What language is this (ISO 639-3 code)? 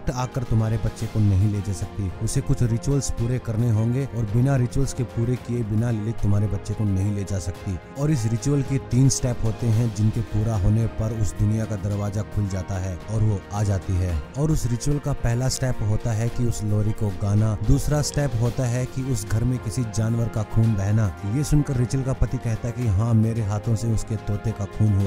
hin